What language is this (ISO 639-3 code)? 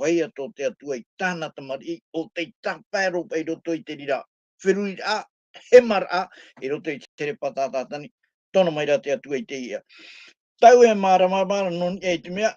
tah